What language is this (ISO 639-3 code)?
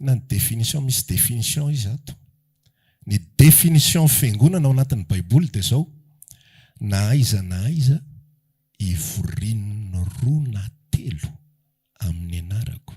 mlg